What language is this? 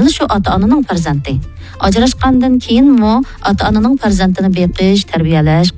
Uyghur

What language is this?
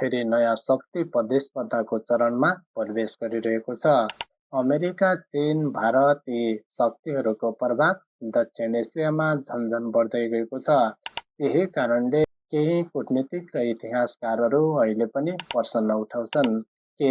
Nepali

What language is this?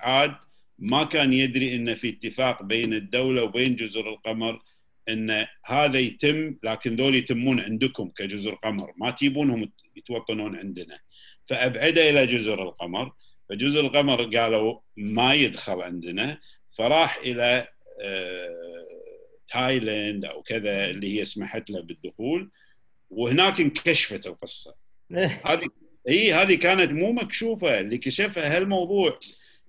Gulf Arabic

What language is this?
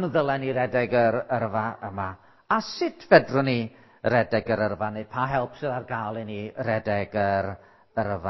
Welsh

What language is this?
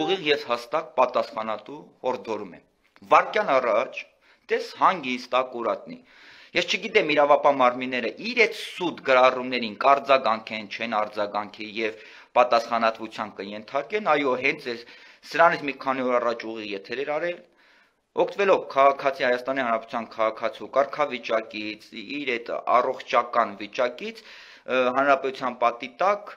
Armenian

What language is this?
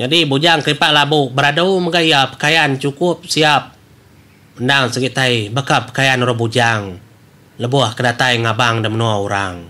Iban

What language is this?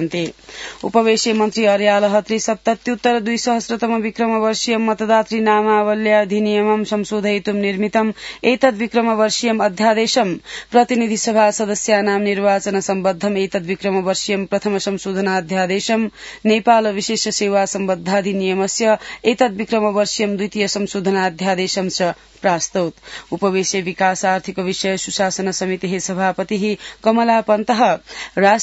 Sanskrit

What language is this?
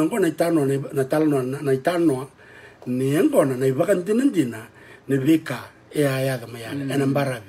Fijian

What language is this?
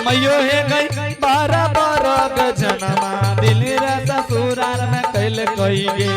Angika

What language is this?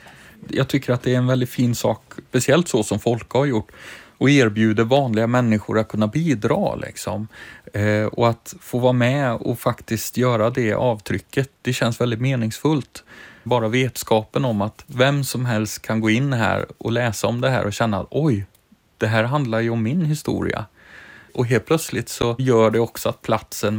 Swedish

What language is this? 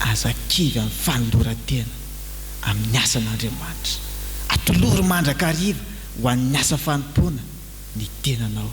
Malagasy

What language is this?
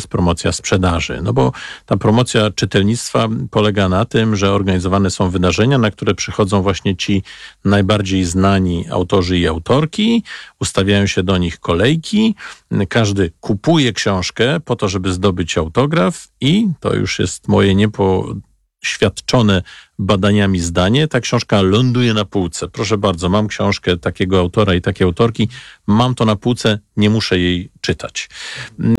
Polish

